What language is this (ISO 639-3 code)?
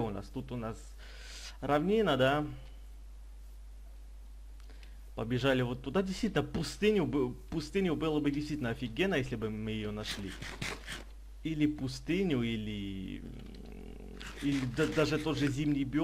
rus